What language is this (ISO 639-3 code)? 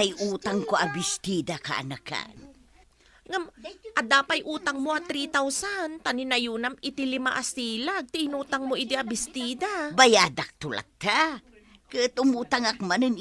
ilo